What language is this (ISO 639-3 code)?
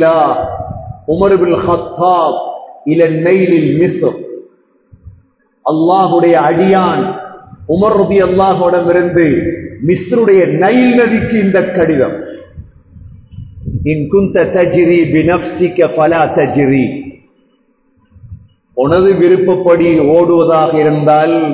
tam